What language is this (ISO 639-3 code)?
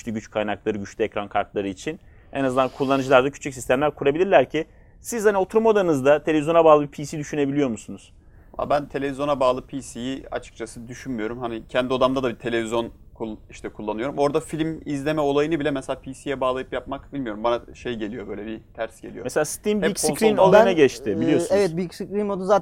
tur